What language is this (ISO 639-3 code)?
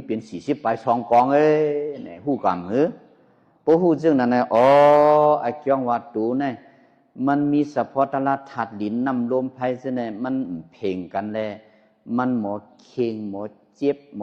shn